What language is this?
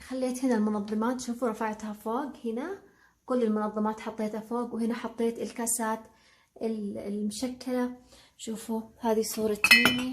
Hijazi Arabic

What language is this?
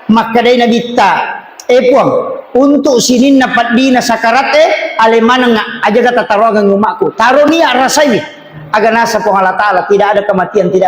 Buginese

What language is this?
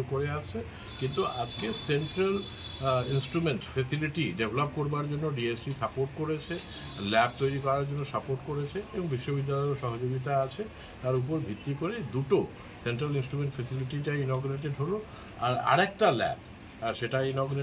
Bangla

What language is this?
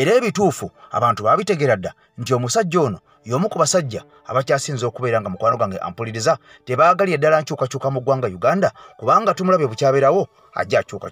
Ganda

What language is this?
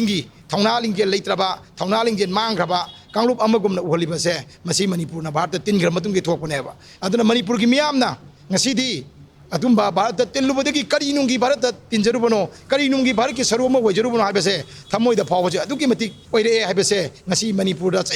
Manipuri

